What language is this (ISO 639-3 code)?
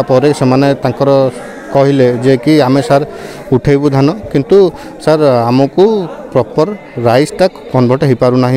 ori